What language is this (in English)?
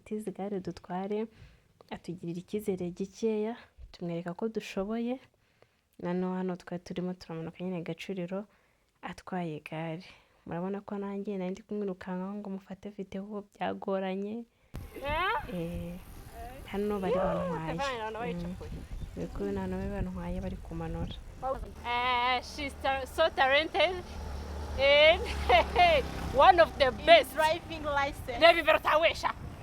Kinyarwanda